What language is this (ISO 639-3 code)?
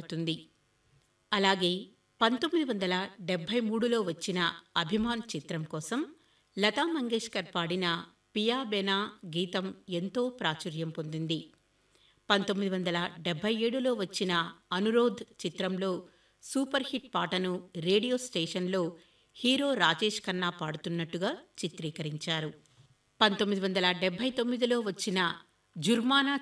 tel